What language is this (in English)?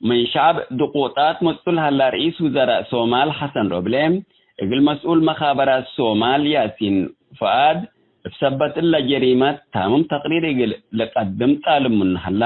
Tigre